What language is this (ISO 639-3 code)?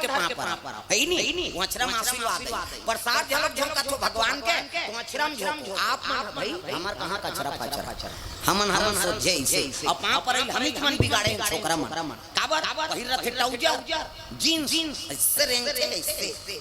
hne